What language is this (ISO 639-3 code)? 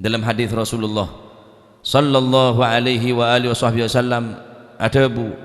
mad